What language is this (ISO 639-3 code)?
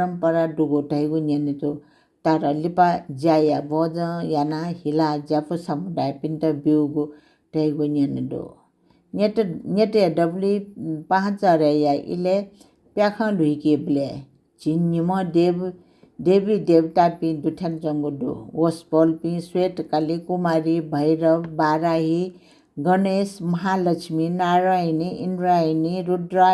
new